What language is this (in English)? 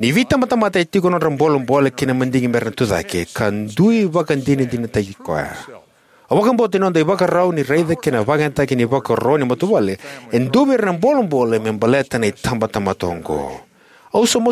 Fijian